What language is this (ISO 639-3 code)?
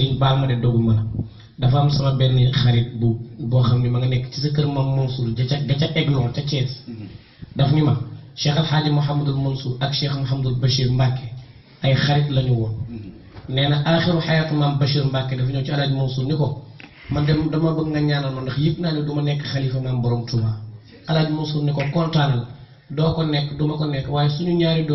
wol